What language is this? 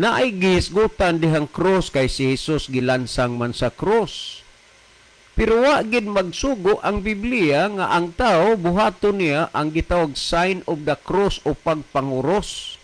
Cebuano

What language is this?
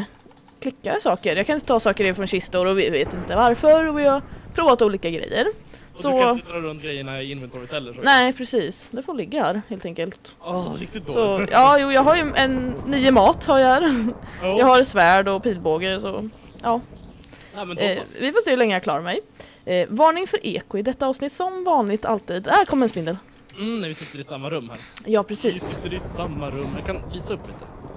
Swedish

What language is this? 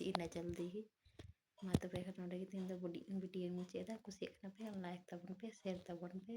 Santali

